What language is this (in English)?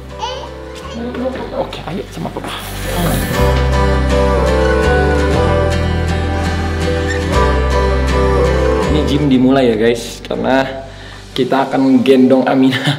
Indonesian